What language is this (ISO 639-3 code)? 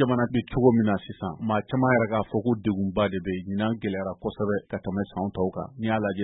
bam